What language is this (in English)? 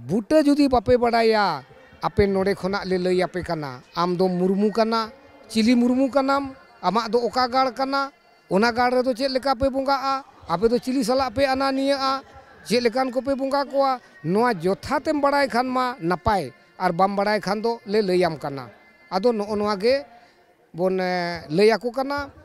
Santali